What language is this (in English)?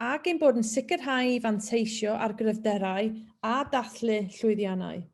Welsh